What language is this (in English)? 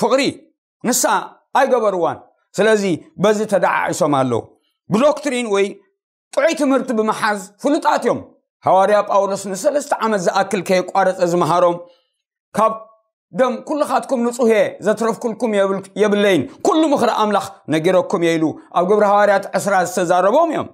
Tigrinya